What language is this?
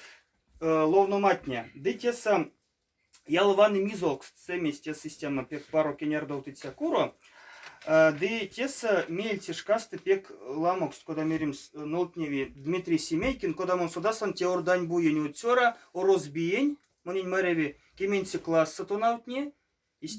Erzya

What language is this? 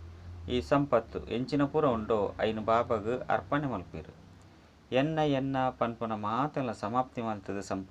Tulu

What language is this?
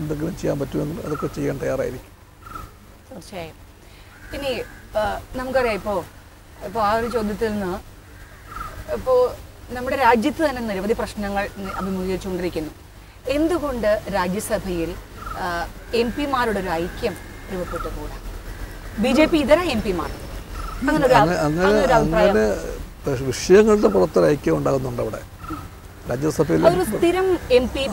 Malayalam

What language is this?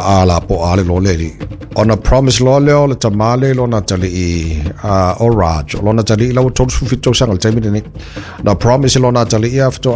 Samoan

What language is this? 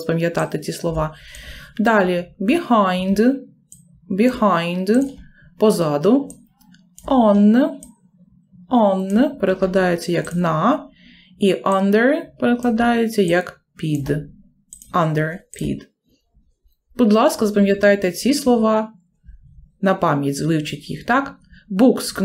Ukrainian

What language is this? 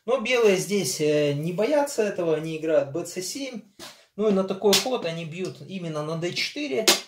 Russian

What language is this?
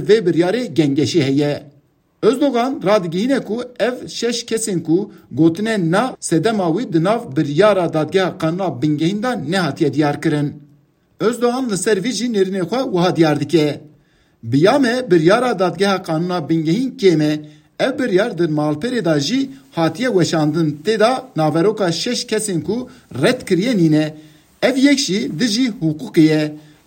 Kurdish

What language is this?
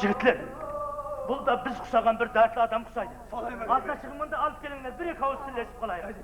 Kara-Kalpak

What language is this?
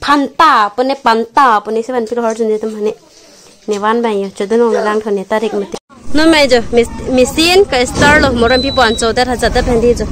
Karbi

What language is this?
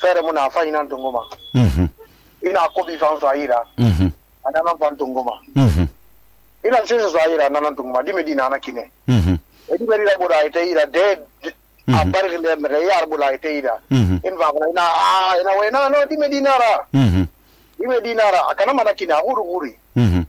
Susu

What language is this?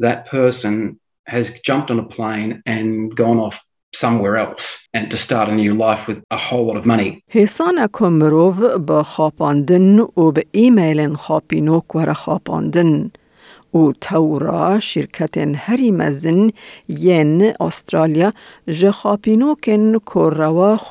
Kurdish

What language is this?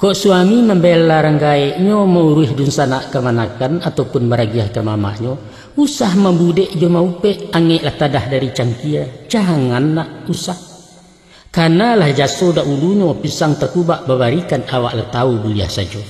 Minangkabau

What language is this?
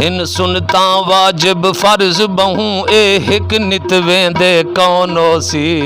Saraiki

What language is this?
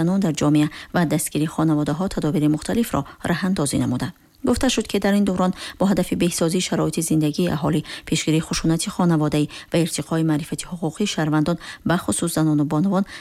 Tajik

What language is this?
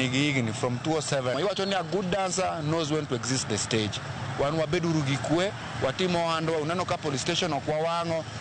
Luo (Kenya and Tanzania)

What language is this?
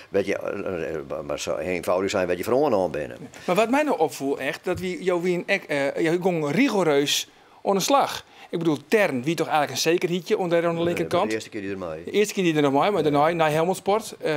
Western Frisian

